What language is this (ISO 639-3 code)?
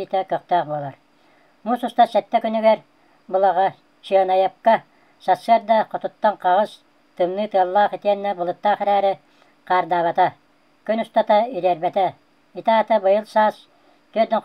sah